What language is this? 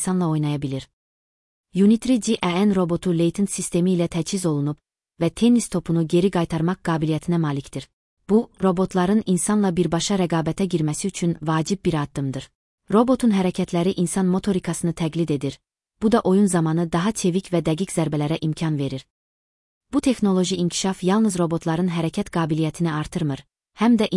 Azerbaijani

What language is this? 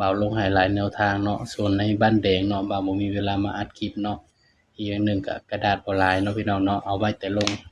Northeastern Thai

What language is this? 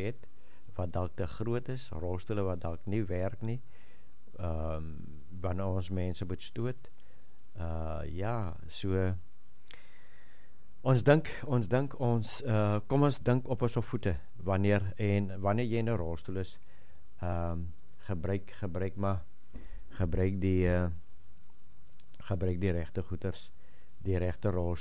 Afrikaans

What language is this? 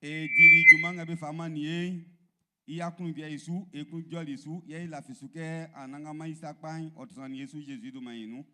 Baoulé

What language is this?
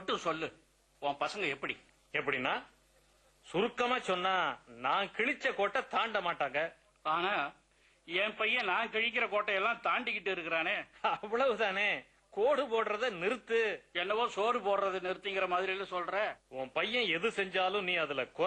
Tamil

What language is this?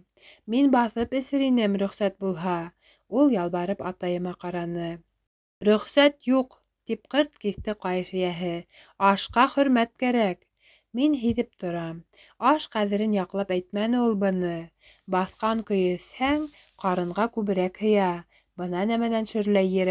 Bashkir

